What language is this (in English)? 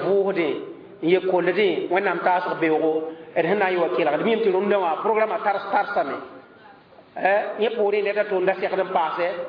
Mossi